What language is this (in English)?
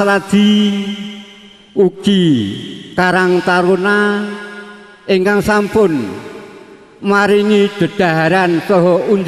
Javanese